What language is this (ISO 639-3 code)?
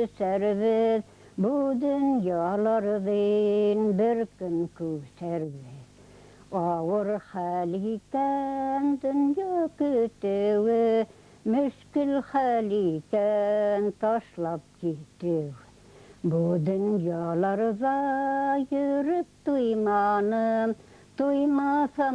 bak